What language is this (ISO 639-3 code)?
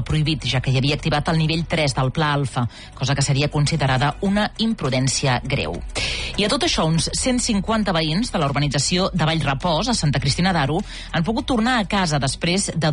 cat